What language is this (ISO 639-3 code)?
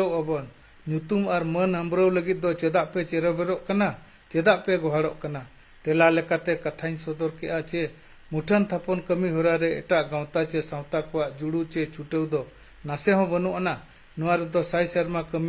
sat